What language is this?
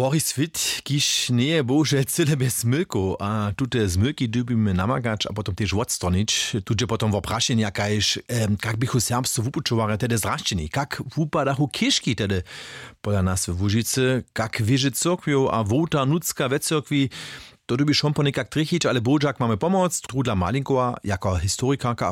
Upper Sorbian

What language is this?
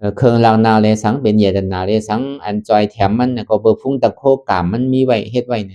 Shan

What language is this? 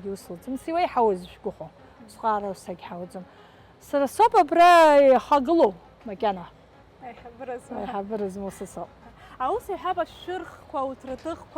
Abkhazian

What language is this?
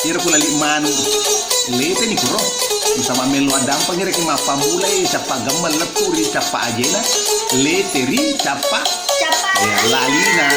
Buginese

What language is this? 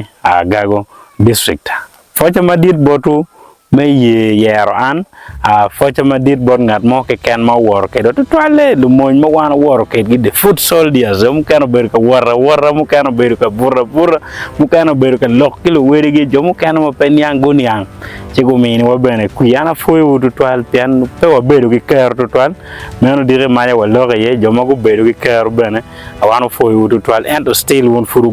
Acoli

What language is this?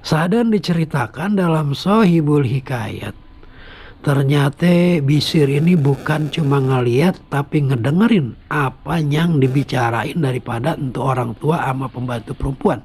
Betawi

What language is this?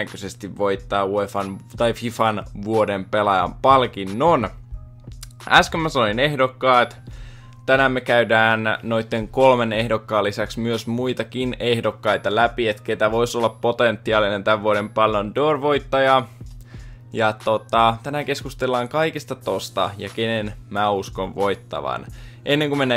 Finnish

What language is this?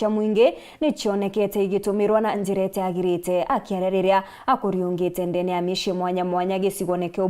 Meru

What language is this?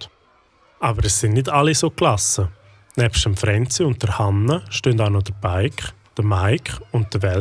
Swiss German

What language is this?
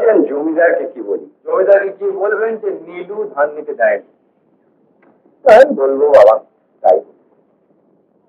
Bangla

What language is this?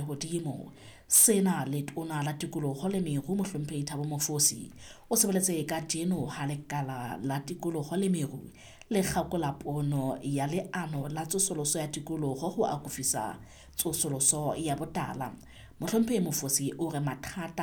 Southern Sotho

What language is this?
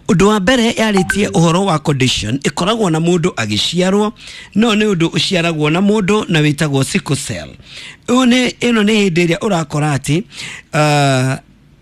Kikuyu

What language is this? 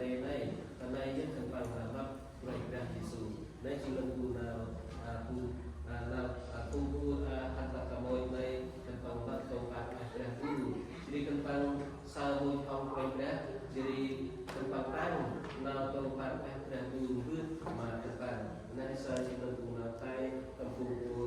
Central Mnong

